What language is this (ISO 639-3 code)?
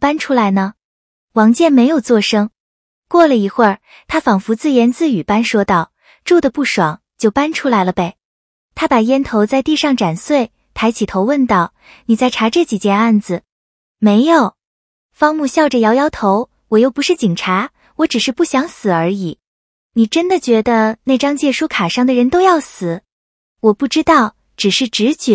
zho